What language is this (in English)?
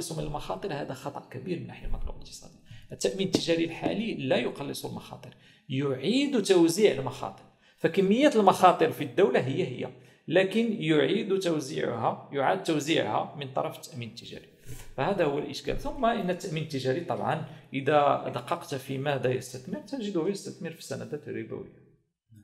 Arabic